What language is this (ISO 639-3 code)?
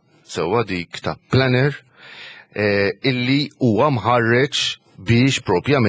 mlt